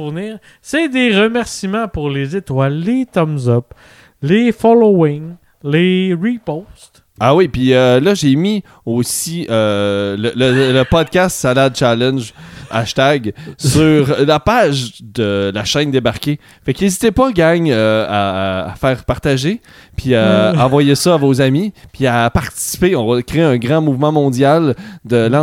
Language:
French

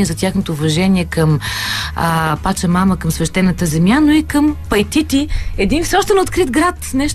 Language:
Bulgarian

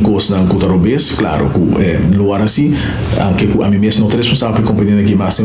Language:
Papiamento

